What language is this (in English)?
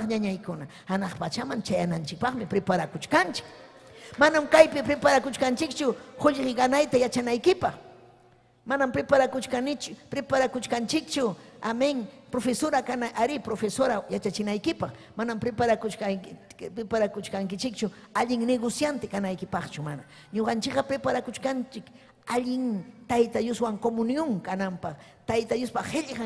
Ayacucho Quechua